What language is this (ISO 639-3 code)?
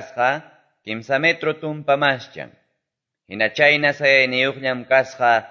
que